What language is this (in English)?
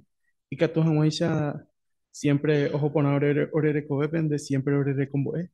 Guarani